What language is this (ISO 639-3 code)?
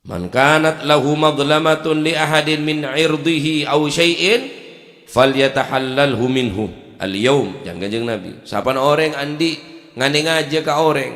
mad